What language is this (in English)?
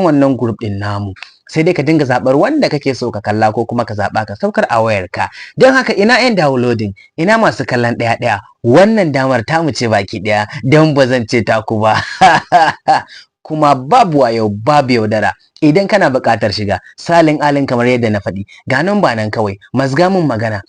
Hausa